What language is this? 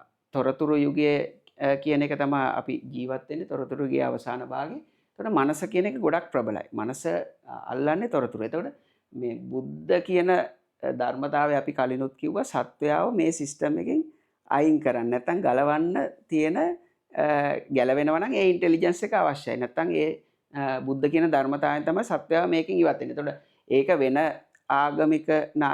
Sinhala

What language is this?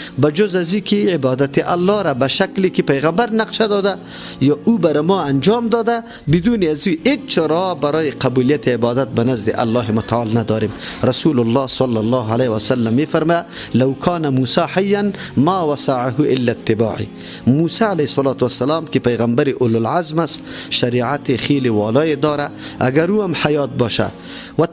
Persian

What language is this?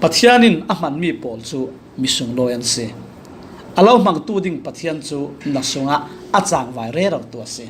Falam Chin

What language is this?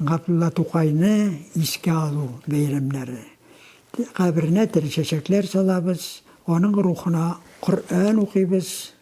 Tatar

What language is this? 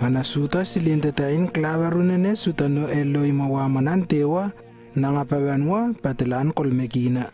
Lewo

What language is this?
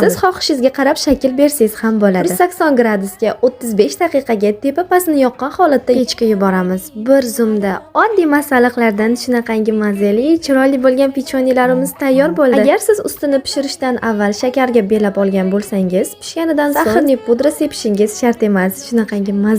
Uzbek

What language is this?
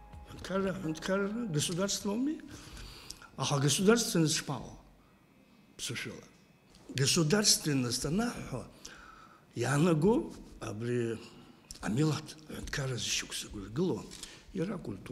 Abkhazian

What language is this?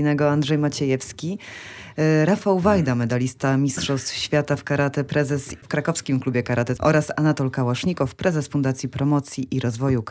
Polish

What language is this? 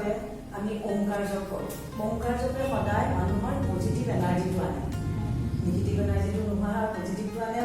Assamese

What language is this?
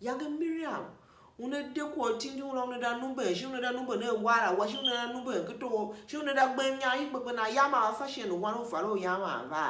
Tiv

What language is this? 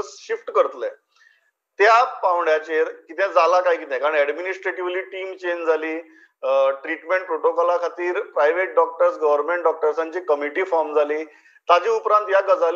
Konkani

